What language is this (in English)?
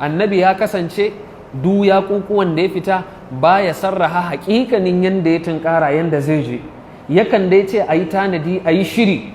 Hausa